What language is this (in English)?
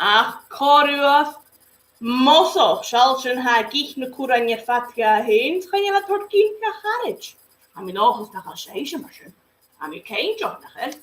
Scottish Gaelic